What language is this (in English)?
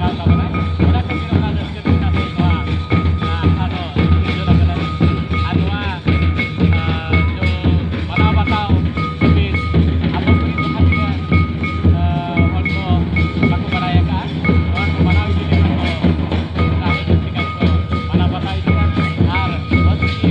Santali